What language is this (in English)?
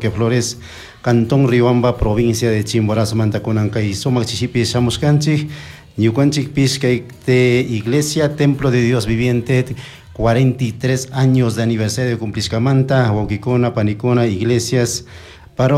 Chimborazo Highland Quichua